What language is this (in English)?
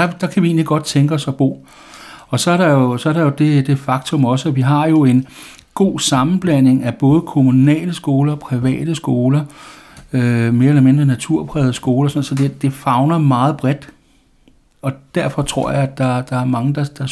Danish